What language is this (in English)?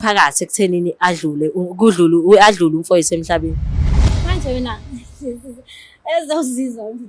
Zulu